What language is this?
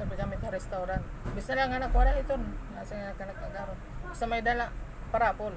Waray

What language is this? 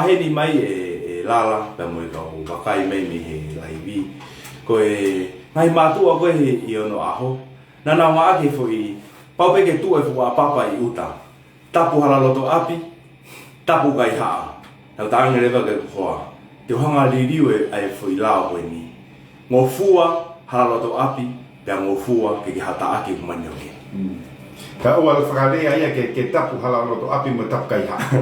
Tongan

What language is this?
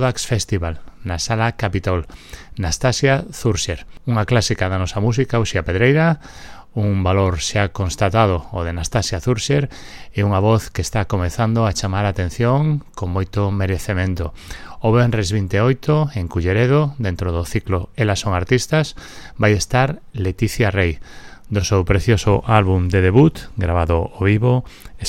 Galician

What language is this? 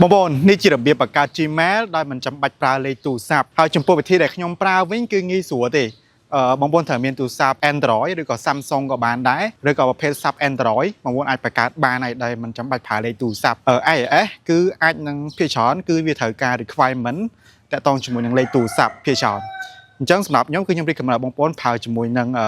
Khmer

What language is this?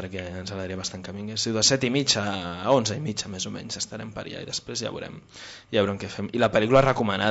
Catalan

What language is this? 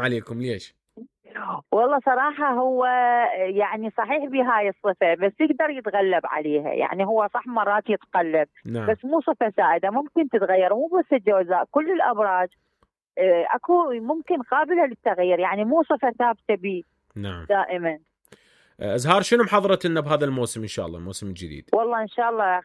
Mesopotamian Arabic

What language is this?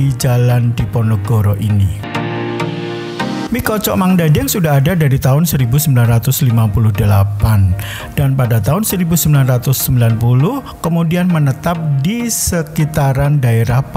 Indonesian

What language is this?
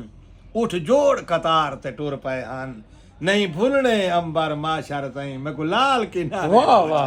Saraiki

